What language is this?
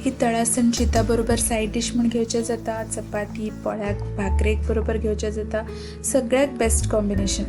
Konkani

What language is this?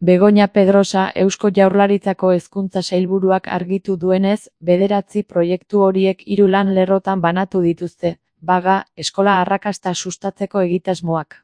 Basque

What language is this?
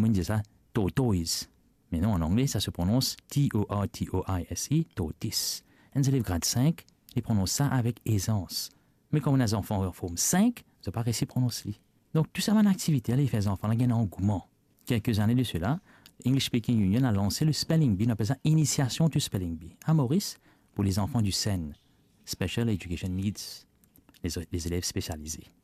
Morisyen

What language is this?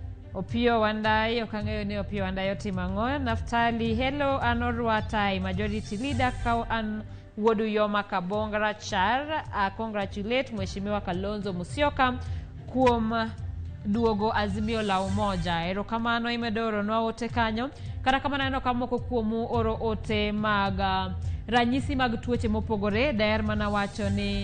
Luo (Kenya and Tanzania)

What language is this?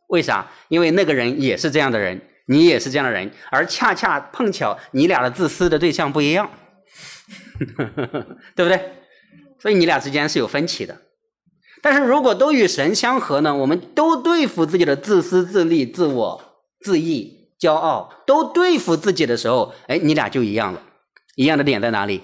Chinese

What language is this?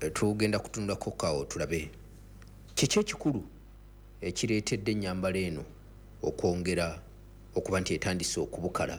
Ganda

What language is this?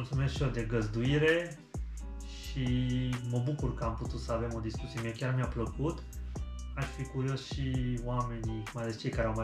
Romanian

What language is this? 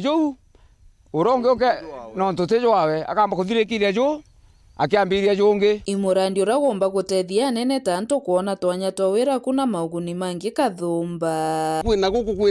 Meru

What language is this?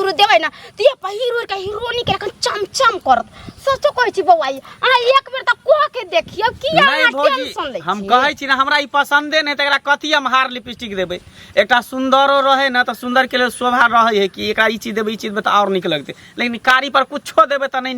Maithili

